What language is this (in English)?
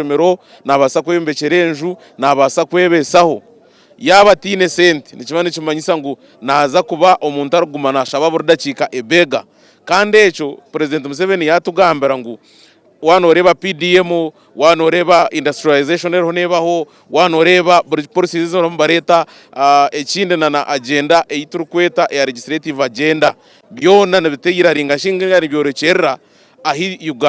Nyankole